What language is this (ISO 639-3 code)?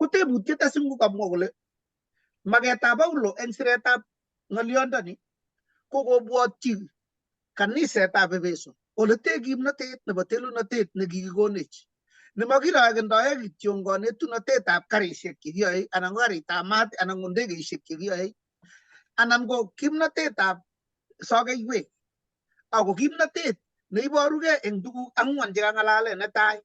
kln